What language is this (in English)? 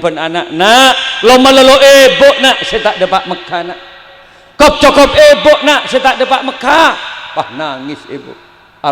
Madurese